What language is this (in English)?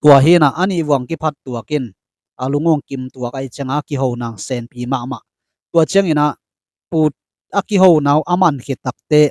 Tedim Chin